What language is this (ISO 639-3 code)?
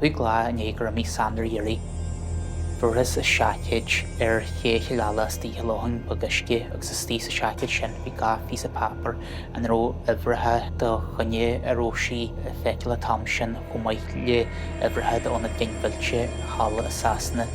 gle